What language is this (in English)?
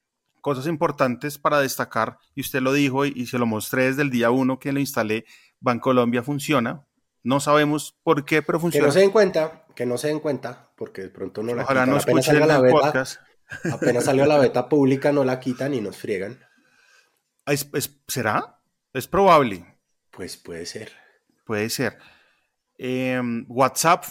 Spanish